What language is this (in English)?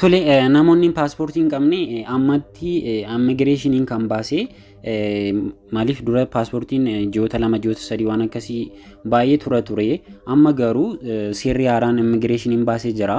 Oromo